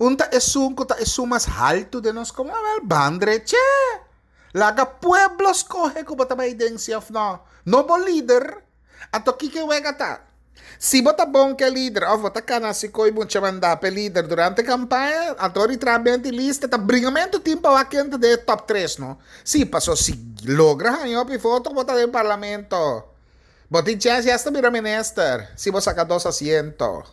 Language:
Papiamento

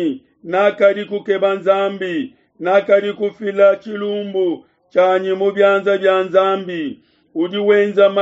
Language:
Luba-Lulua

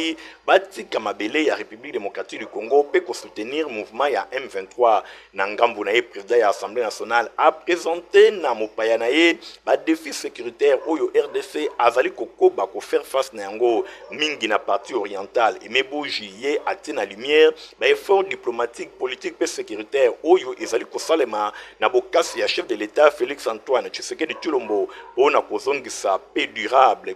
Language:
Lingala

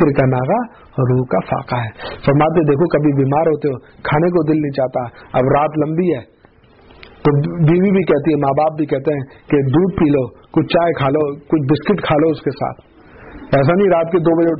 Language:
Urdu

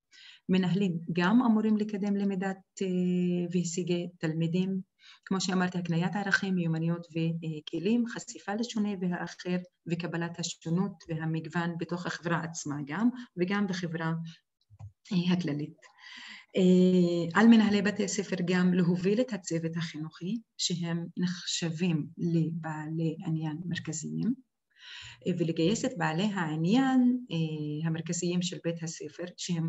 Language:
Hebrew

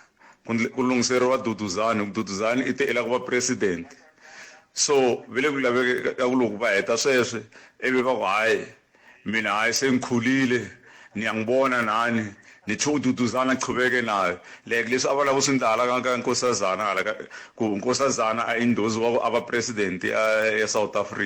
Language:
Tsonga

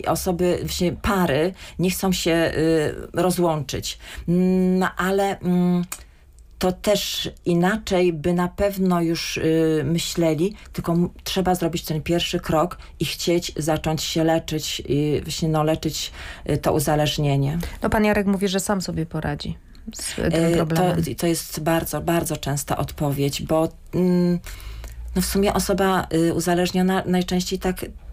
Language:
Polish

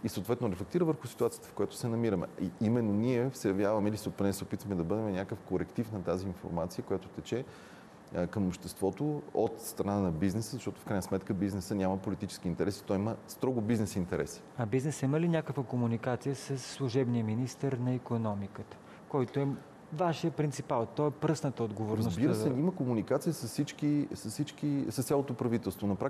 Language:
Bulgarian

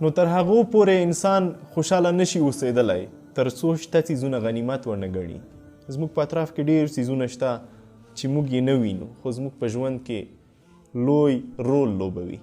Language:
Pashto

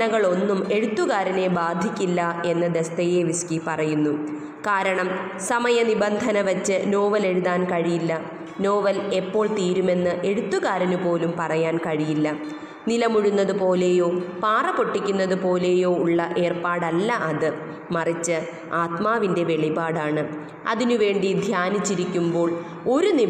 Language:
Malayalam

